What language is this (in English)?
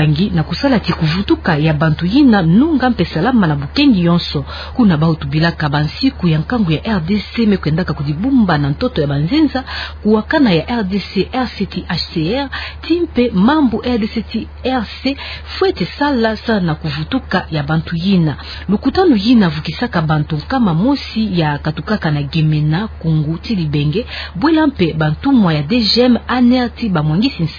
Kituba (Democratic Republic of Congo)